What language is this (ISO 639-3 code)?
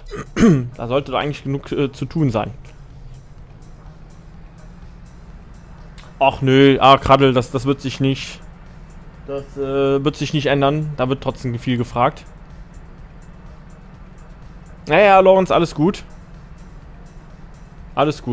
deu